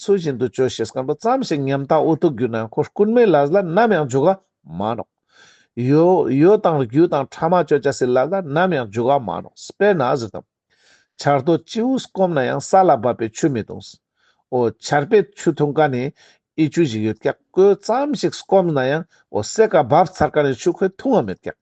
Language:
Ladakhi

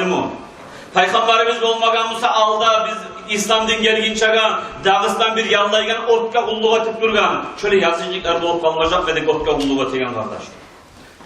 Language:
Kumyk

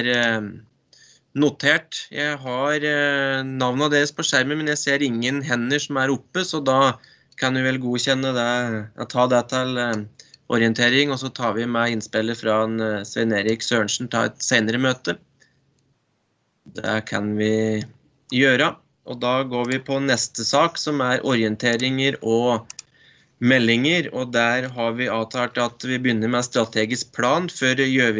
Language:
Norwegian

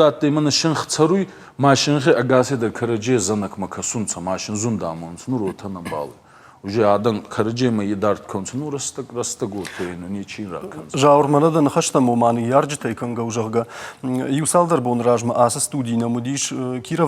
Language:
Ossetic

